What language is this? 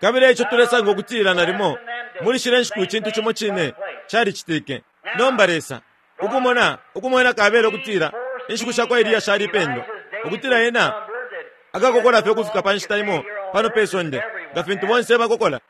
Bemba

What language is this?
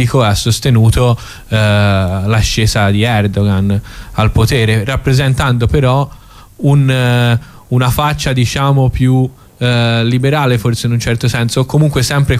Italian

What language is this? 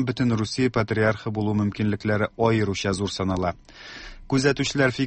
Tatar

